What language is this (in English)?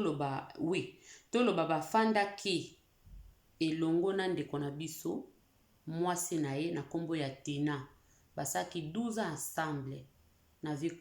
Lingala